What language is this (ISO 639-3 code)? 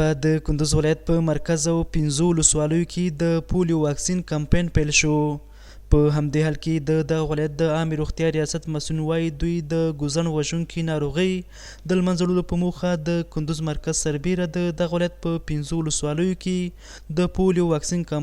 pus